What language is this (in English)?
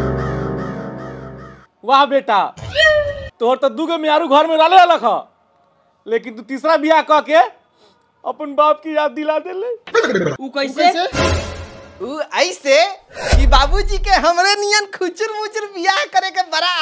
Bhojpuri